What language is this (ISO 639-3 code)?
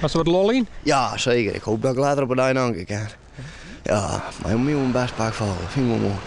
fry